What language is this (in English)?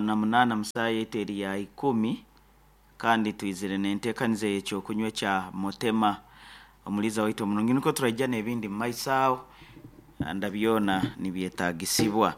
Nyankole